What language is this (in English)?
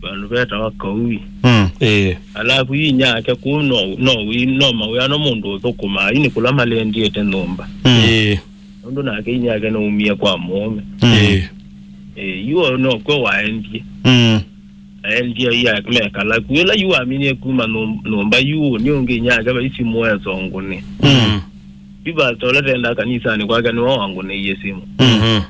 Kamba